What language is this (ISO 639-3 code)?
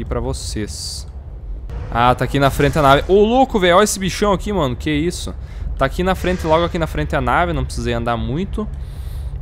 por